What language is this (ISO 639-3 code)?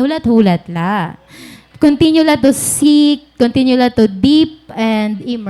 war